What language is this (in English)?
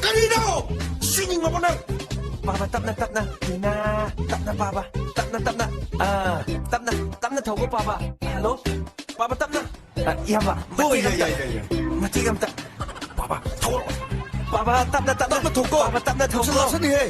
Manipuri